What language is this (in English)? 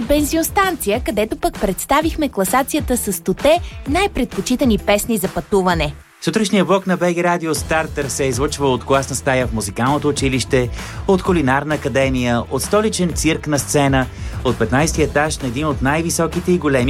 Bulgarian